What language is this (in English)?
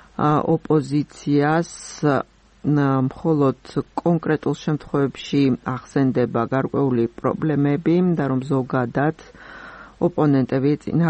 Georgian